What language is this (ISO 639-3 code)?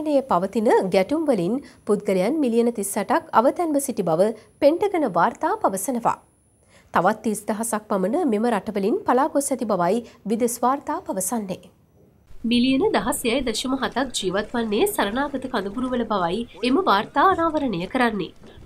sin